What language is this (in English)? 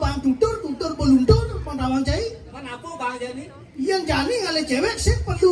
Balinese